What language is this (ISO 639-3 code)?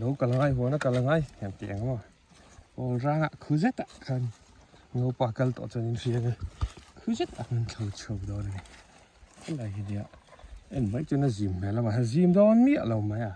lus